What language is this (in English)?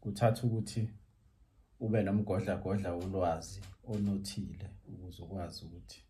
Zulu